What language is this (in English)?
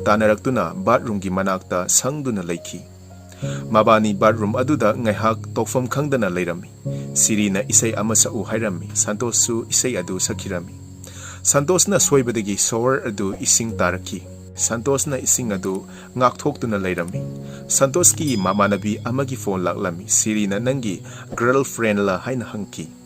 Manipuri